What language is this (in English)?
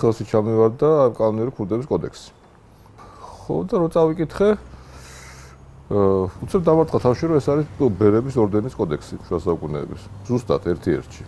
Georgian